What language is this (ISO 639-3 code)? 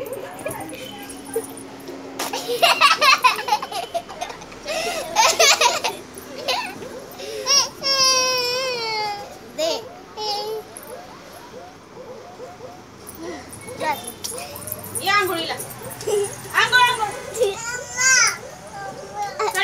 mar